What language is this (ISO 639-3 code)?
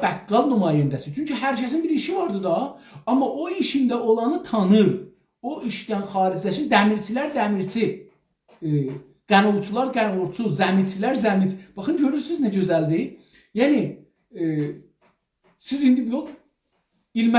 azb